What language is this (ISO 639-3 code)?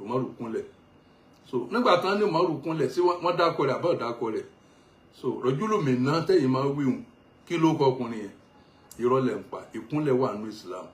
yor